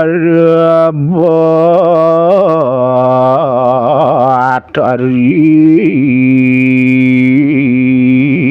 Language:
Balinese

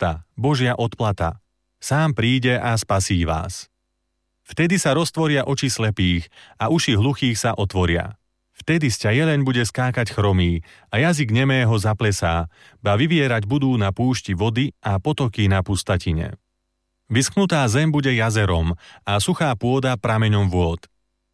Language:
Slovak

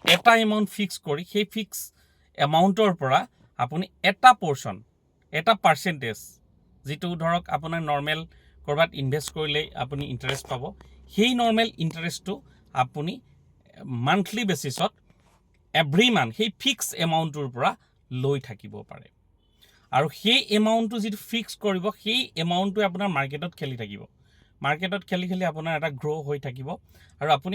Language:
Assamese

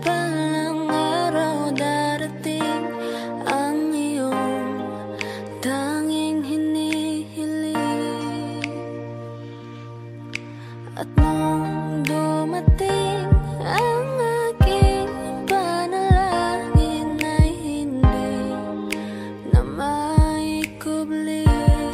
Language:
Filipino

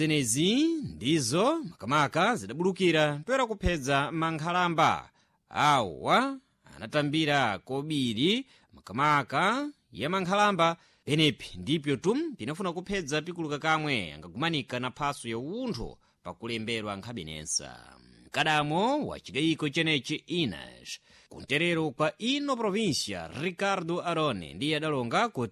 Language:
Sena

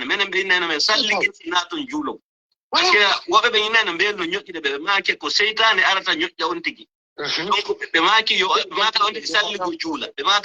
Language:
Fula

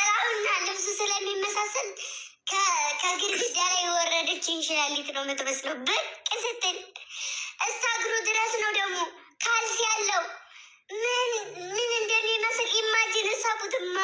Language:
Amharic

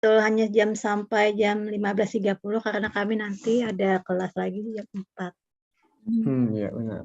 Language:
Banjar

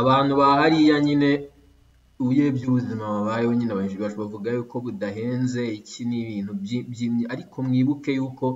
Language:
Kinyarwanda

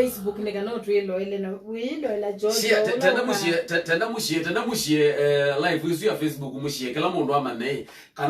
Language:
Kamba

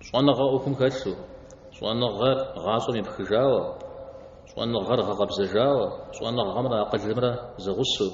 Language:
Kabardian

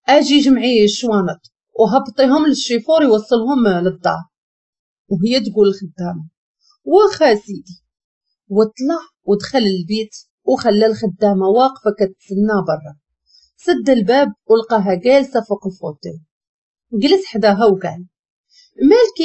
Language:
Moroccan Arabic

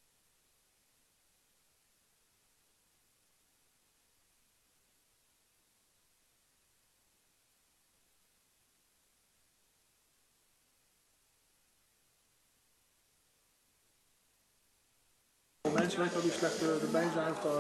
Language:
Dutch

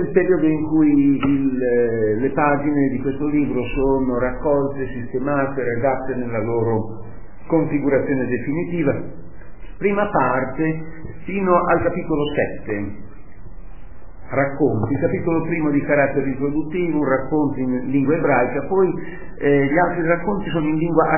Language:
Italian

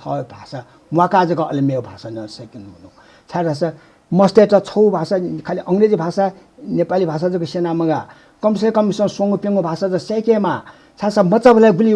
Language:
Newari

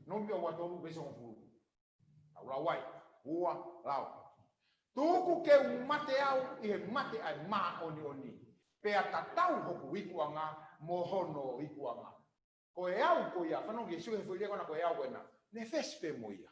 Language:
Tongan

